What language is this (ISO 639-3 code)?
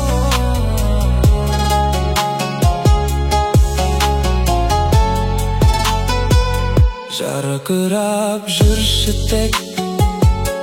kaz